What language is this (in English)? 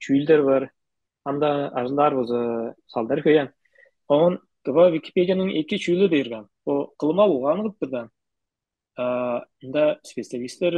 Tuvinian